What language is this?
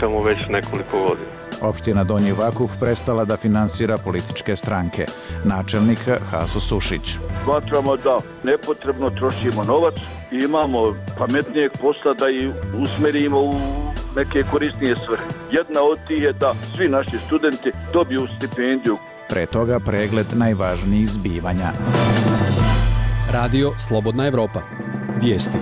Bosnian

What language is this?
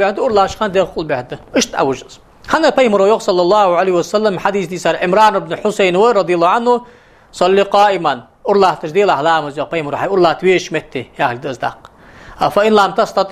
Ingush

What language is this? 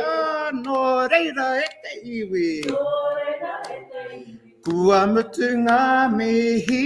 Māori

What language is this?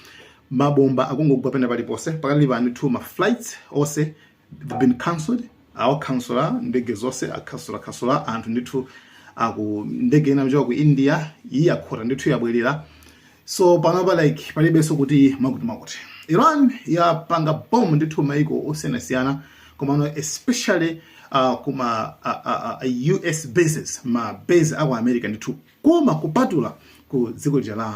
Nyanja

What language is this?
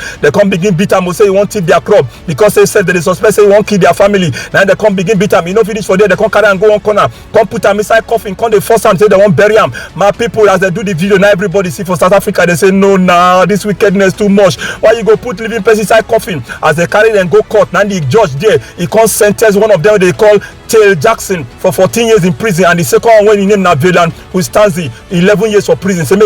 Nigerian Pidgin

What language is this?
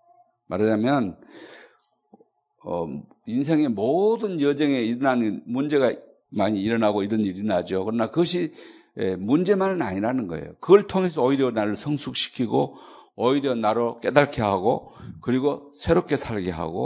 Korean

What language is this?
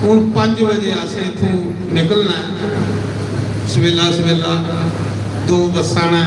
Dogri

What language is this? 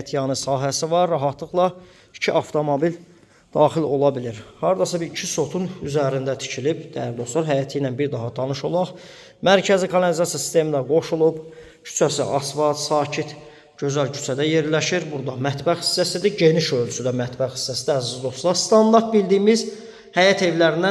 Azerbaijani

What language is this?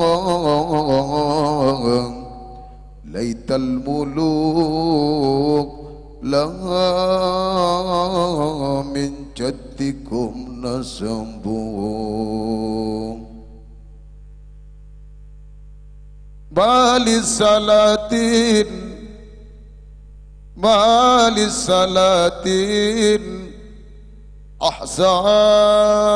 Malay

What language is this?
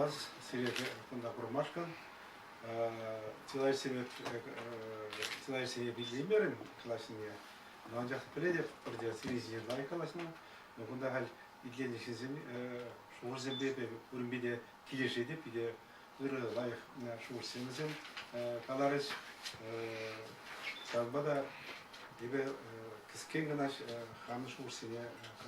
Chuvash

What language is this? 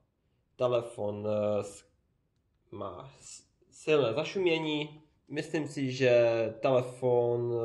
Czech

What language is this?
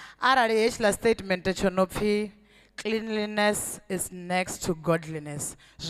Venda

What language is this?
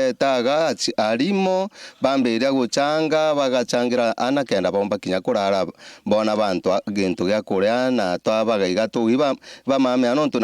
Meru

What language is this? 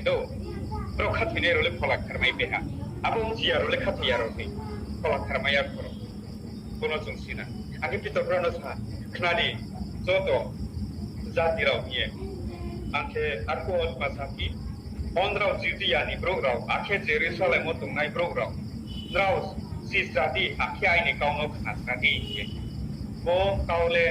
Riang (India)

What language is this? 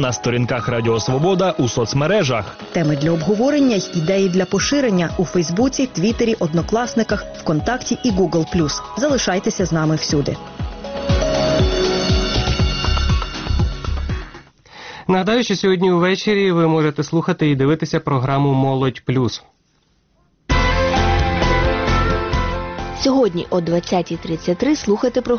Ukrainian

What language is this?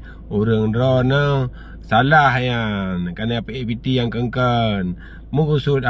Achinese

